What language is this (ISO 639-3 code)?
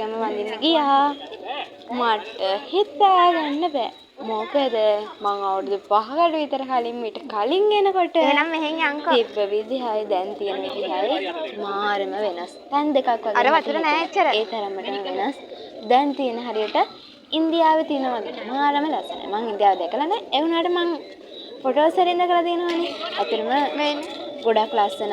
sin